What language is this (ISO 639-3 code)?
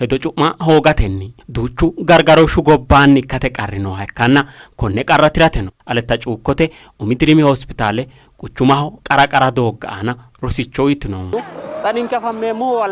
sid